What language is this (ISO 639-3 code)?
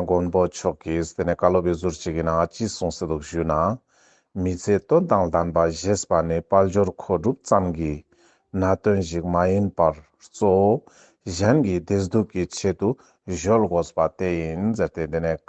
lbj